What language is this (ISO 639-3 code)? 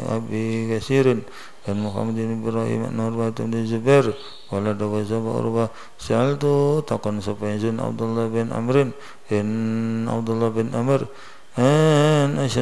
jav